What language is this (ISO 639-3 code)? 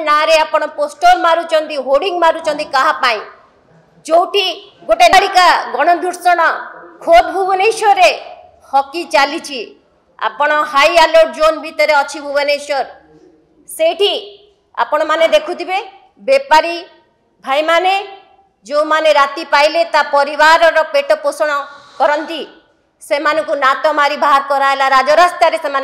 ori